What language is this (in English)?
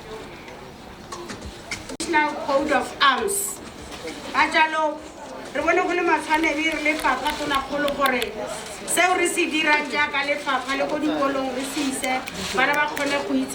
Tswana